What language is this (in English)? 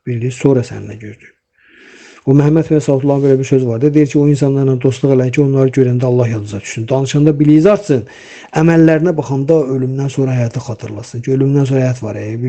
Azerbaijani